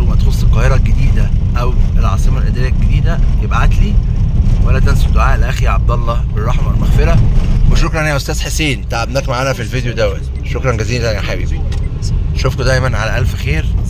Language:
Egyptian Arabic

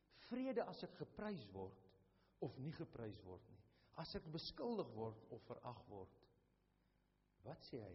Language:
Afrikaans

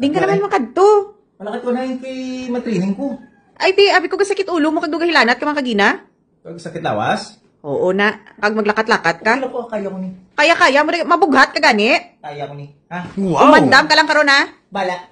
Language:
Hiligaynon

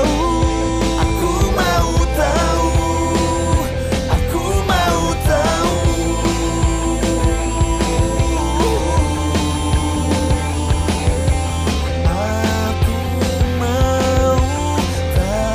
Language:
Indonesian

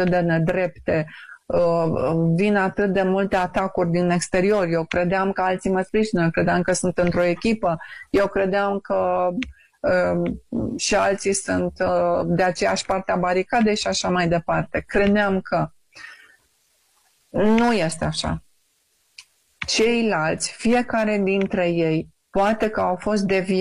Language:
Romanian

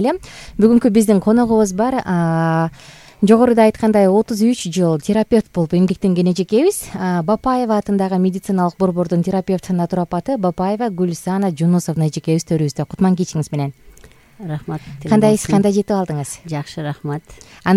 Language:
Kyrgyz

